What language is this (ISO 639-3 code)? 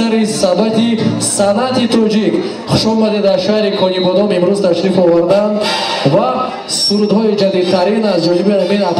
tgk